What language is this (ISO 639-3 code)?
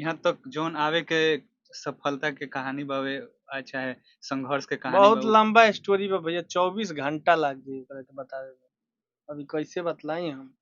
bho